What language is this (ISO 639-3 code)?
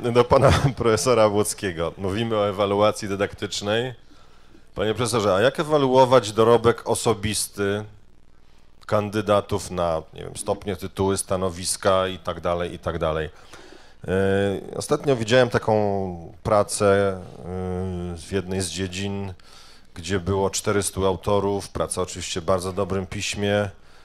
pol